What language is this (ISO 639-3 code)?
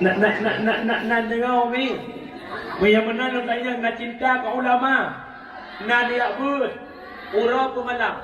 ace